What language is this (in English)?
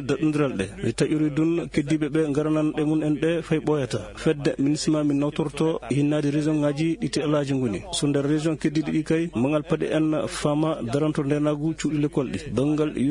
Maasina Fulfulde